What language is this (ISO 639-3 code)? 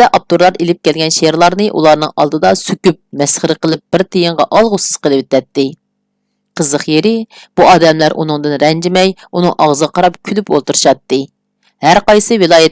uig